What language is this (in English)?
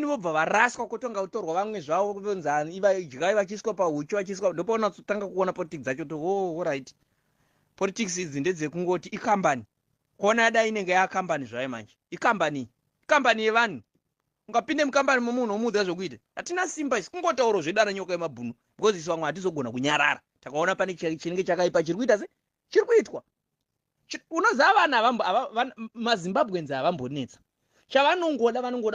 Shona